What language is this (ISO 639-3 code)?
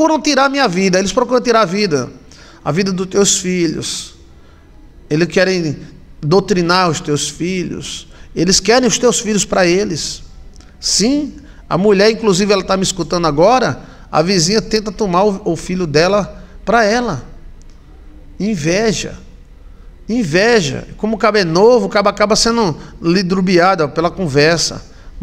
por